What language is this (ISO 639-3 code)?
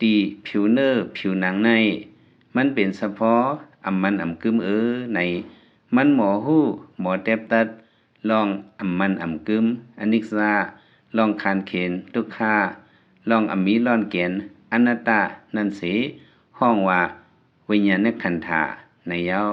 lao